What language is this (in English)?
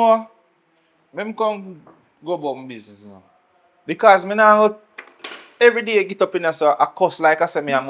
Jamaican Creole English